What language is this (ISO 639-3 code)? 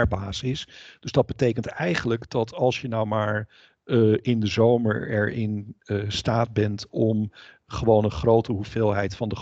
nld